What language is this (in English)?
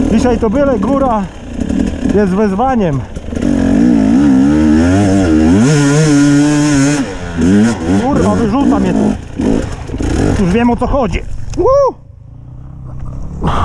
Polish